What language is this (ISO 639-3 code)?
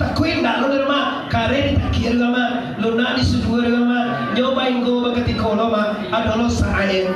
min